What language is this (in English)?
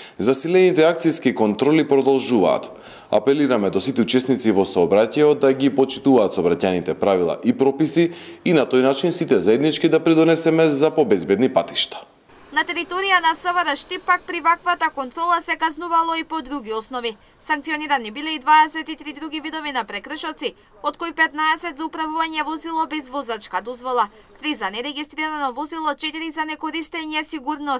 Macedonian